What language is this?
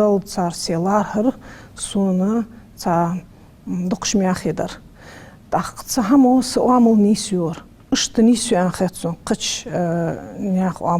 Ingush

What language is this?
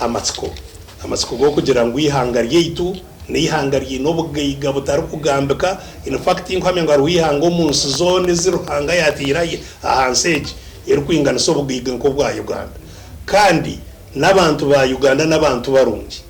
Nyankole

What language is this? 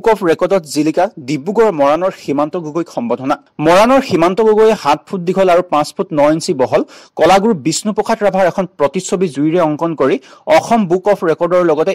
Assamese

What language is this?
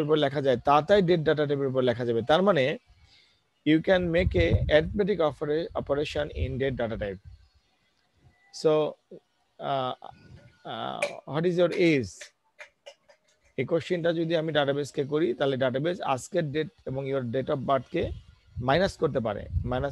Bangla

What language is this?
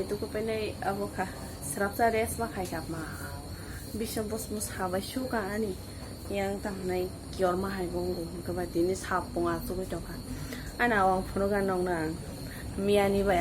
Kok Borok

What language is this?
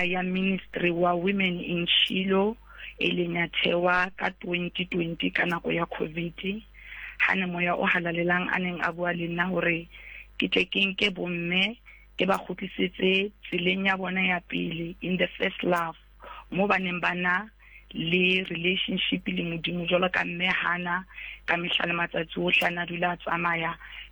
Southern Sotho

